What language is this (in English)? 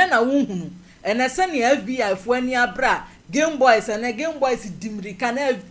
Akan